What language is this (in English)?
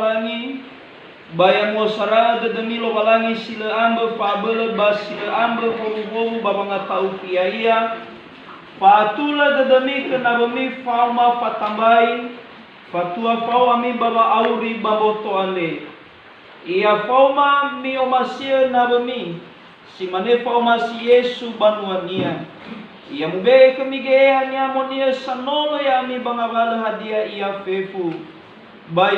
Nias